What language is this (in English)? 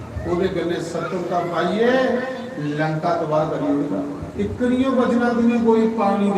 Dogri